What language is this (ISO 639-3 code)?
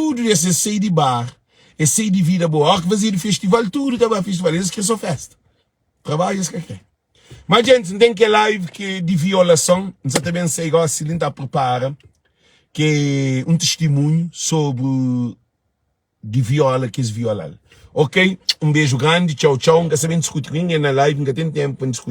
kea